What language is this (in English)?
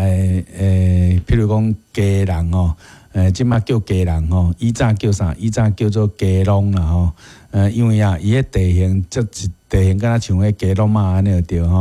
Min Nan Chinese